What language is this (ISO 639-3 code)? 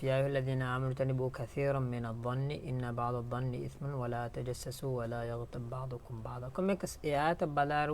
div